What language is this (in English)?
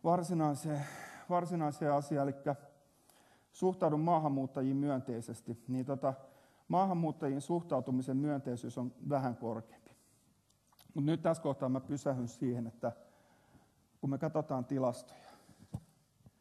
Finnish